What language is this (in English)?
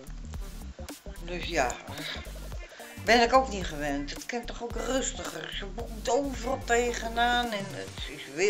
Dutch